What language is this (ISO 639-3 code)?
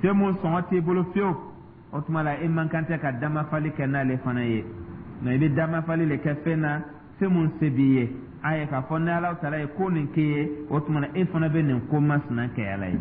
dyu